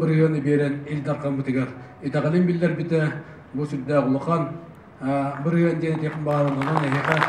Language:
Yakut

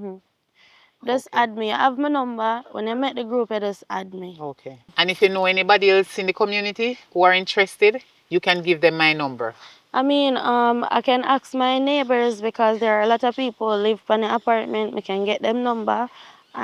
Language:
Jamaican Creole English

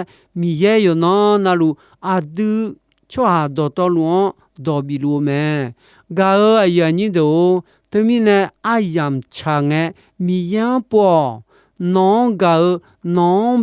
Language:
Akha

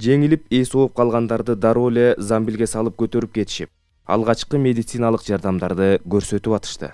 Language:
Kyrgyz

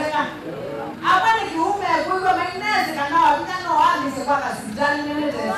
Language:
Kamba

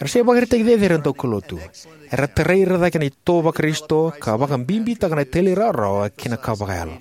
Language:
Fijian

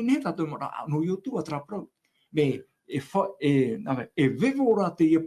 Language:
Tahitian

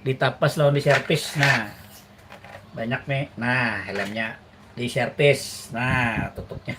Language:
Banjar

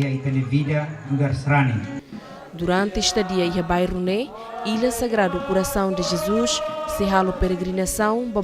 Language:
Tetum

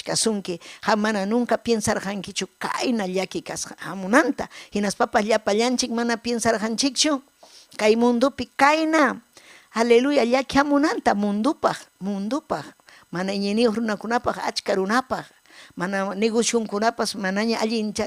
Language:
Ayacucho Quechua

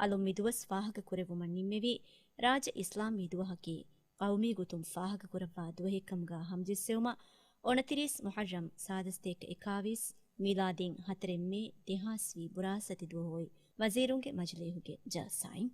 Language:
Divehi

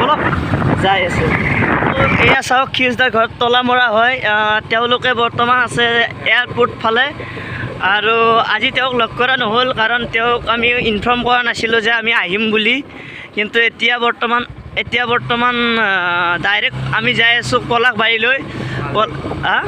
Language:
Assamese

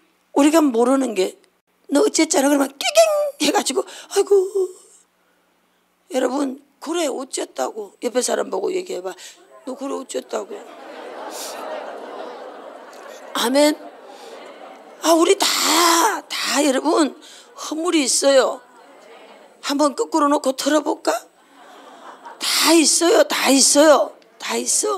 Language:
Korean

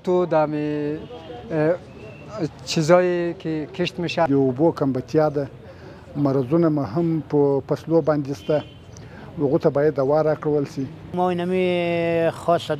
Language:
Pashto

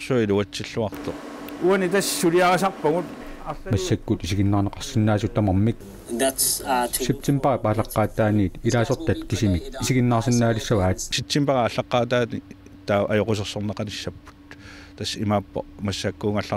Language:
Kalaallisut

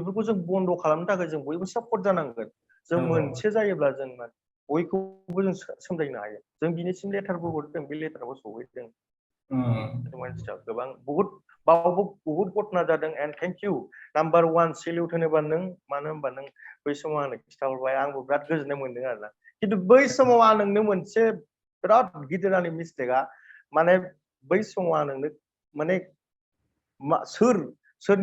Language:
Bodo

